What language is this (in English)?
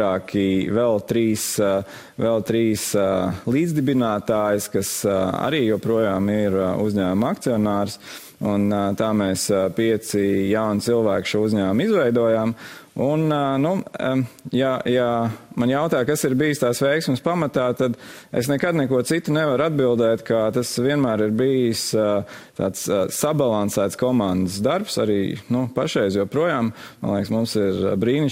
Latvian